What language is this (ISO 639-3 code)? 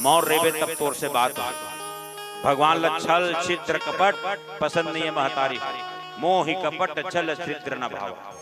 hne